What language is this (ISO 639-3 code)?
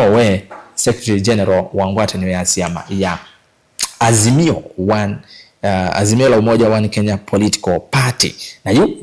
kam